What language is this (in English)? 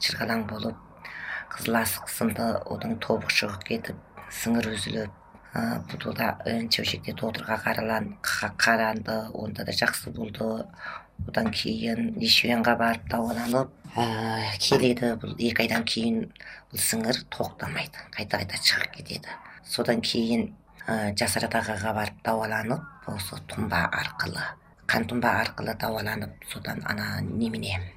Kazakh